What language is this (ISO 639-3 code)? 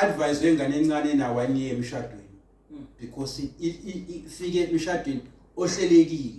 zul